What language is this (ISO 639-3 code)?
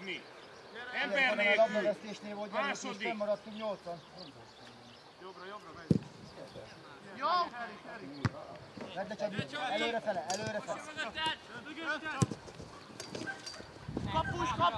hun